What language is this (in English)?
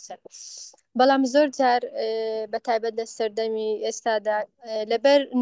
Central Kurdish